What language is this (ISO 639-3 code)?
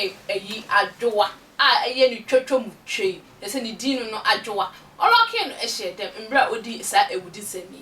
aka